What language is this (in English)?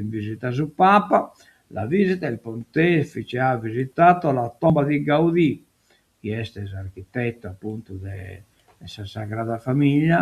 Sardinian